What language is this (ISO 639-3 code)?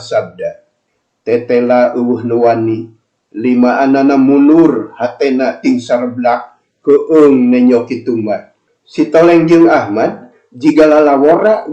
sun